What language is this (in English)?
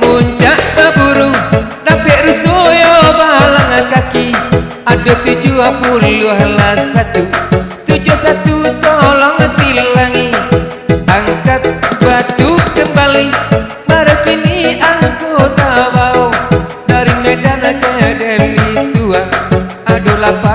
Minangkabau